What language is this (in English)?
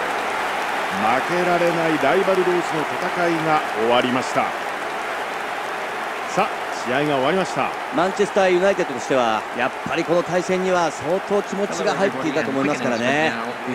Japanese